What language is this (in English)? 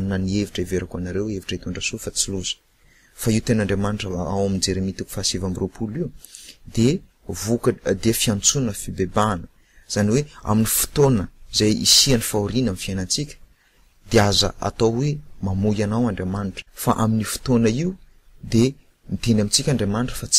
Malagasy